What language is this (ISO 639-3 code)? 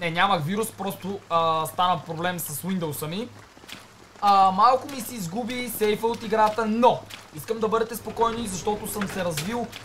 bul